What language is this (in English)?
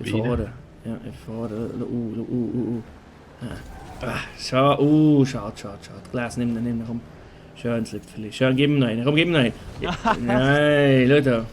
Swiss German